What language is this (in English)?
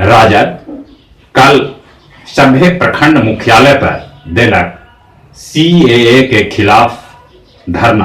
Magahi